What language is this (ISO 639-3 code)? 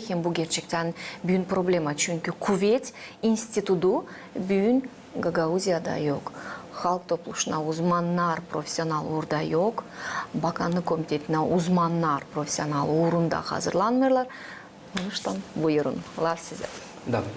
gag